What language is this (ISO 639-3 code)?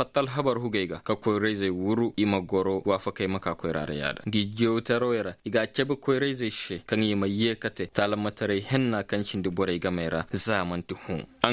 ses